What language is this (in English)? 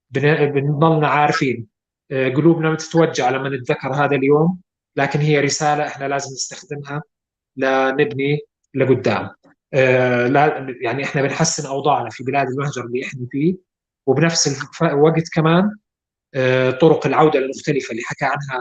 North Levantine Arabic